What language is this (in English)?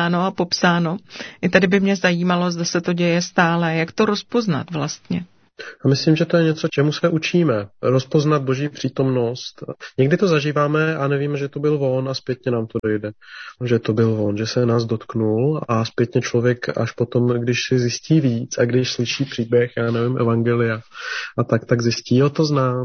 Czech